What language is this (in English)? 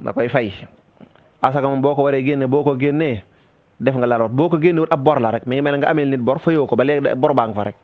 Wolof